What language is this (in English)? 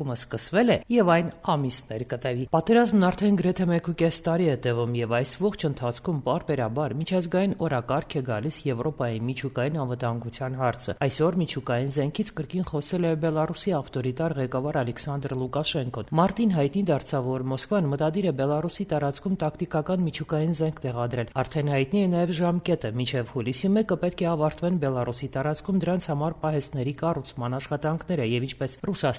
Armenian